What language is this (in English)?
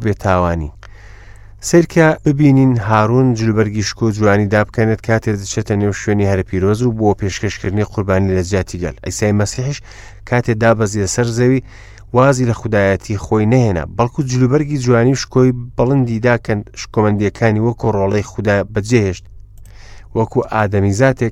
Central Kurdish